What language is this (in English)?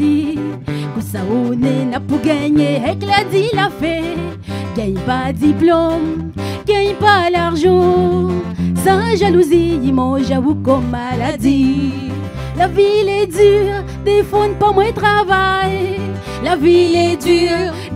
Réunion Creole French